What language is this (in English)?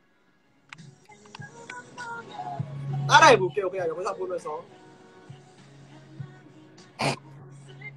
Korean